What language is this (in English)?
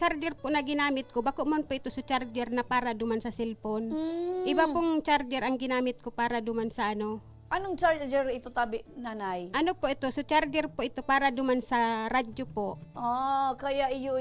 Bikol